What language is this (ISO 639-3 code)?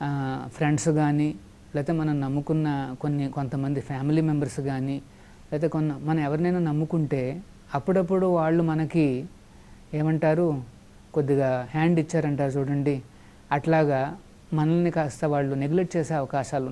tel